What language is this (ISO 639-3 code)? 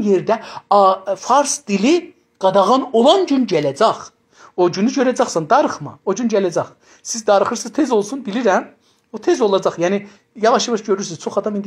azb